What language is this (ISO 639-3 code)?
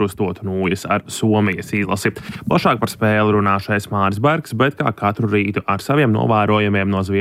lav